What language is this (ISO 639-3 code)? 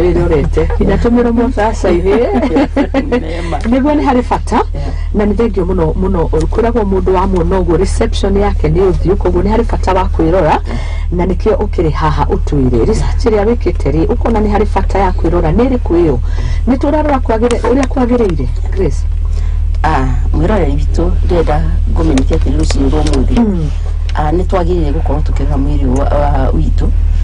kik